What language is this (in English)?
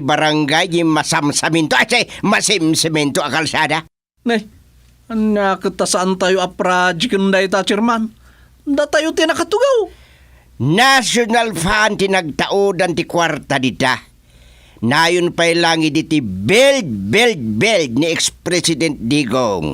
Iloko